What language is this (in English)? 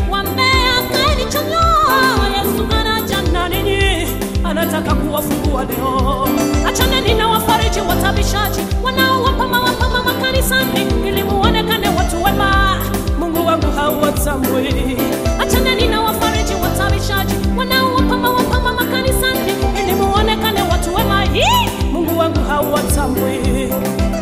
Swahili